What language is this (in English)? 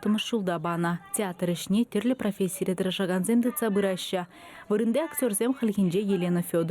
Chuvash